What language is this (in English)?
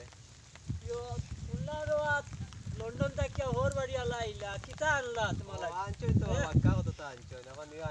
Sylheti